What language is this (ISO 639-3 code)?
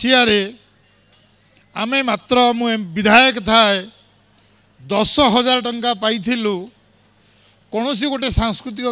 ori